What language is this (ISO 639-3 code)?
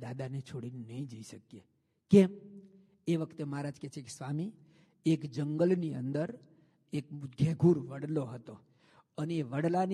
guj